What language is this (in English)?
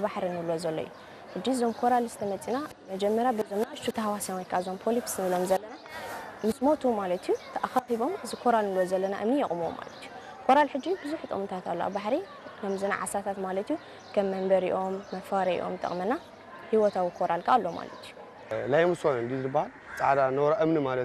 Tigrinya